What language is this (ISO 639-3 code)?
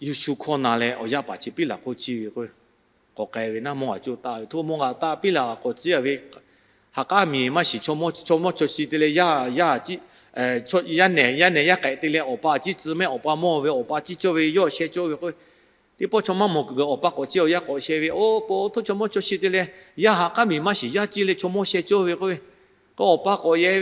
lhu